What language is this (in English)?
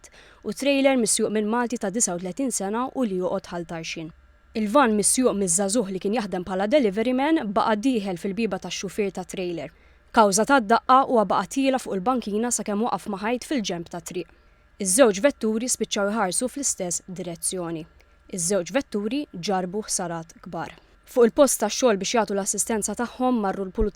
Maltese